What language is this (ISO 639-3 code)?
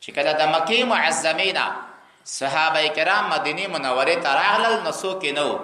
pus